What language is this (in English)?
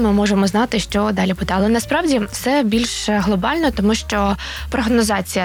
Ukrainian